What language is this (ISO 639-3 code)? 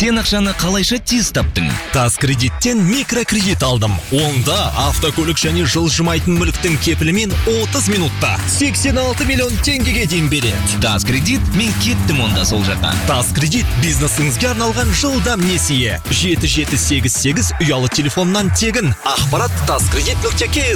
kaz